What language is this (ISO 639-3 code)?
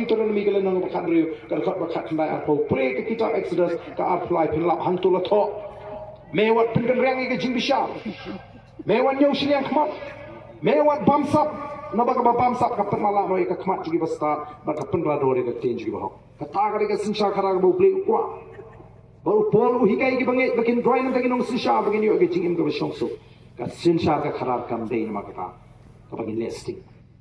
kha